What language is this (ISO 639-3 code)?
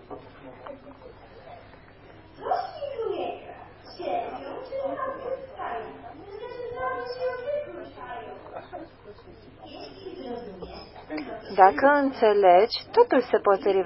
ron